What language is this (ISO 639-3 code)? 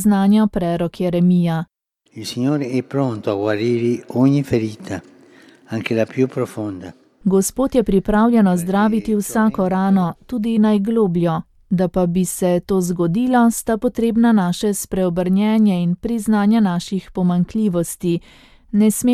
slv